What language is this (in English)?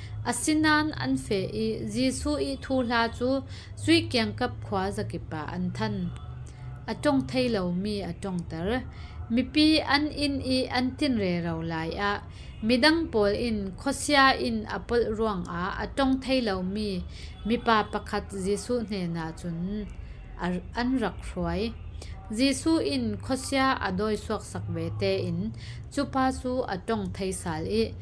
Falam Chin